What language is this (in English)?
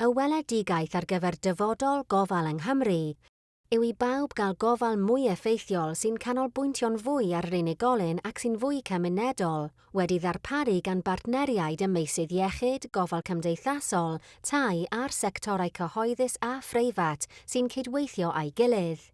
Welsh